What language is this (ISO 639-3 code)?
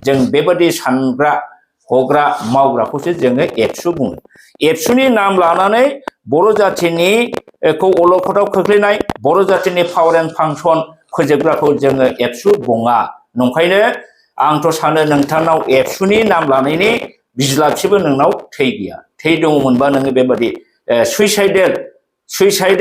brx